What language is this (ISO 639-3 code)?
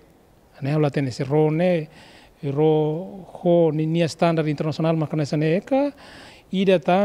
tet